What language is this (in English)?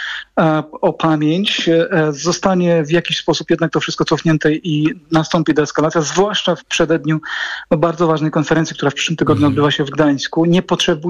Polish